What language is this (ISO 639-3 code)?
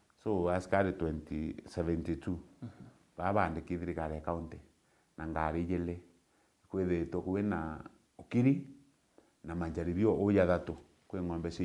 mer